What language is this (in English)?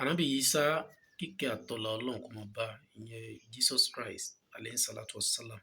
Yoruba